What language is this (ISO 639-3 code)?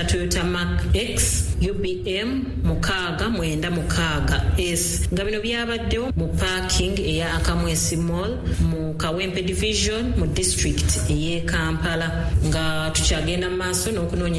lug